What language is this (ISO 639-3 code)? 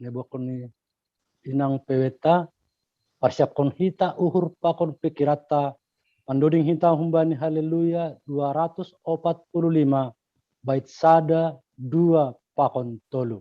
bts